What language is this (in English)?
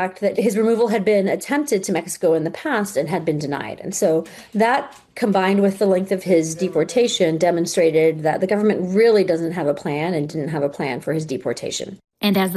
English